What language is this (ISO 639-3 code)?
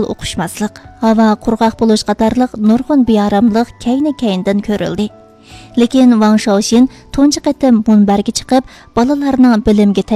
uig